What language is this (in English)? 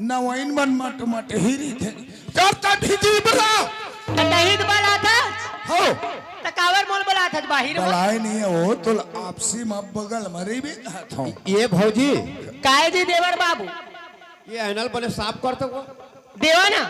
Chhattisgarhi